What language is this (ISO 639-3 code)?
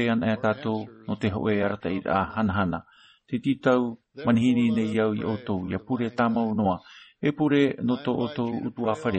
tah